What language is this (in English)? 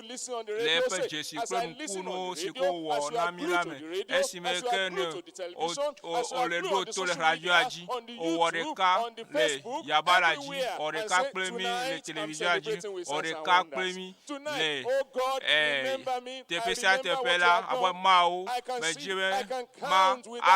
Ewe